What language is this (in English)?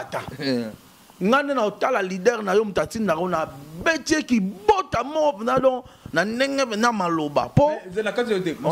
Lingala